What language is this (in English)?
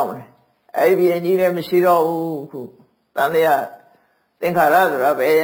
Burmese